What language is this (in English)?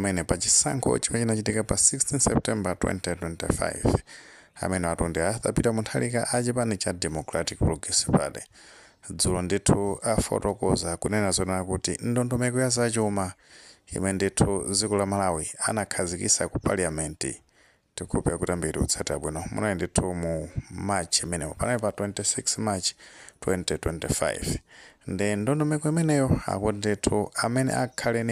Nyanja